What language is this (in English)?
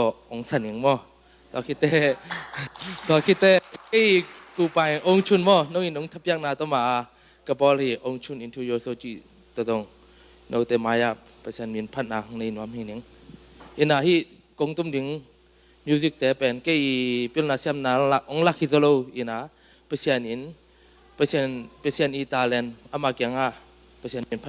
Tedim Chin